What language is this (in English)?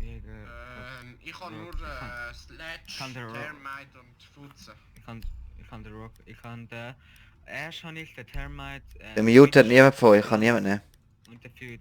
Swiss German